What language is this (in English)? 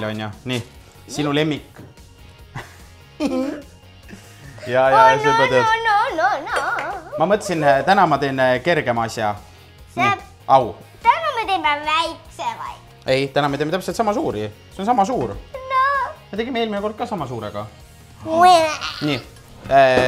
Estonian